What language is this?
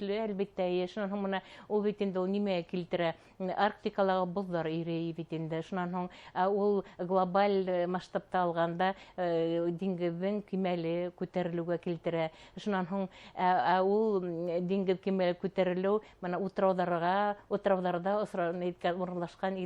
Bashkir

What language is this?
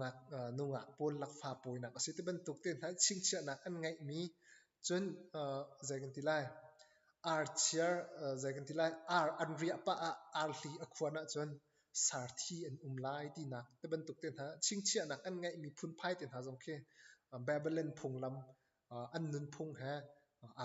Hakha Chin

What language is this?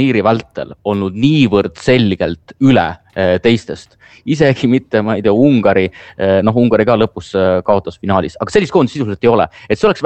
Estonian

